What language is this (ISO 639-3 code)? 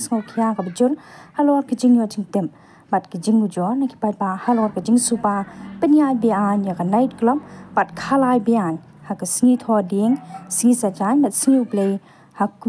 kha